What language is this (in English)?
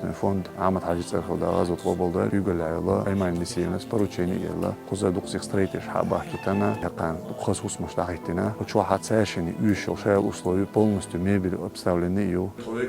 Chechen